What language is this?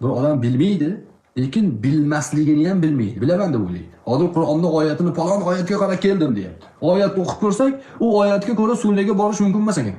Uzbek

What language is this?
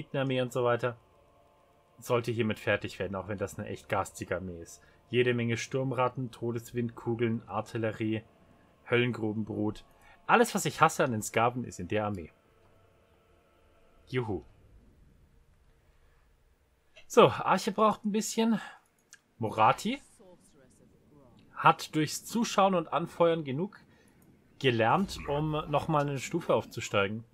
German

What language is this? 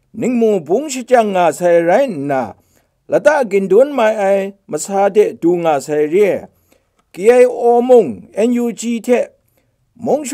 Kachin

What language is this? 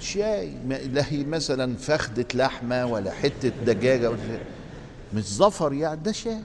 Egyptian Arabic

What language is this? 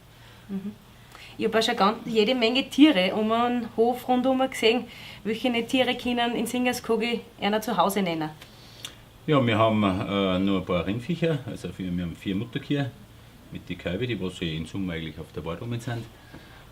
Bavarian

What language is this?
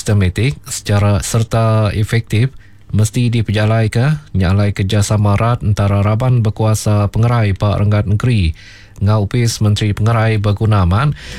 Iban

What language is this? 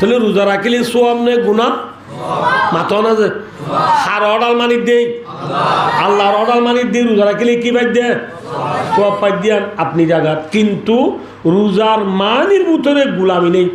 Rohingya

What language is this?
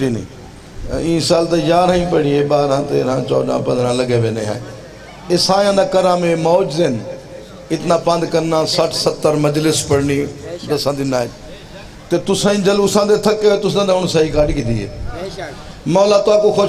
Saraiki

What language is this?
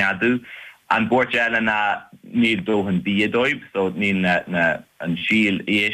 Irish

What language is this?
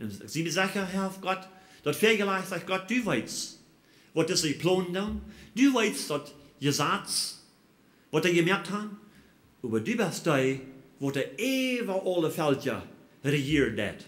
Plautdietsch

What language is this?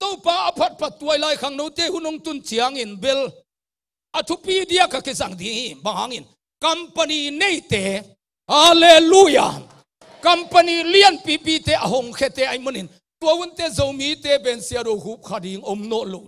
Tedim Chin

